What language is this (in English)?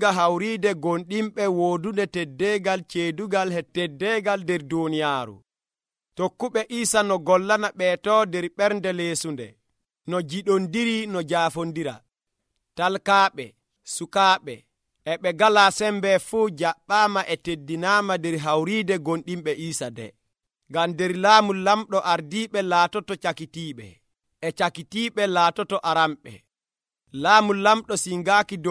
Nigerian Fulfulde